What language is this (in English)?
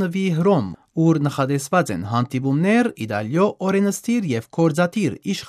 Armenian